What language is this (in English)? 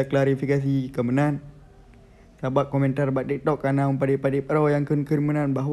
Achinese